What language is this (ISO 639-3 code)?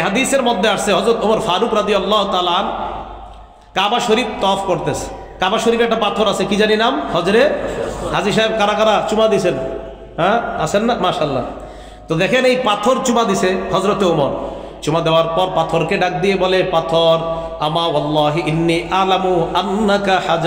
ben